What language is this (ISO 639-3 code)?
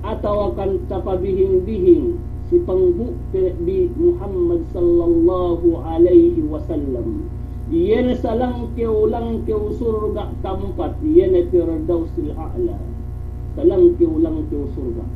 yka